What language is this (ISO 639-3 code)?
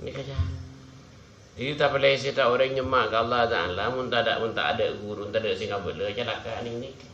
mad